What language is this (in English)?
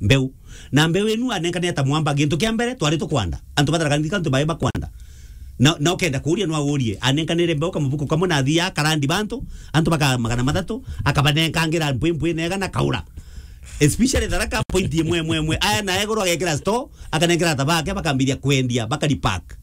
Meru